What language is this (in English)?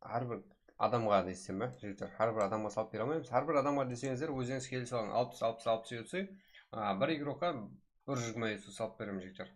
Kara-Kalpak